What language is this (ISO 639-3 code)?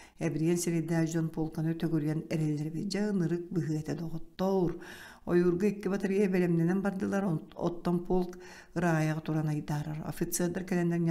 sah